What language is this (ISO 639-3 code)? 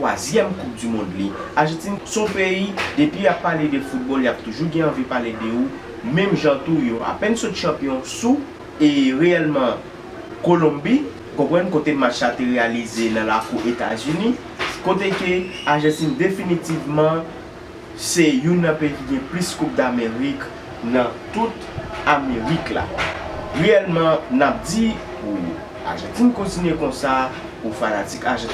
hat